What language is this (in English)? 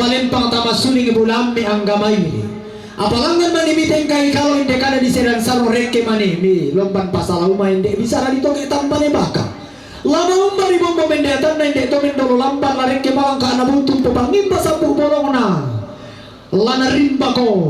Toraja-Sa'dan